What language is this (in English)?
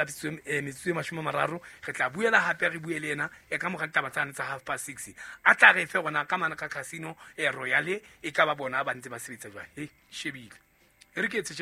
Southern Sotho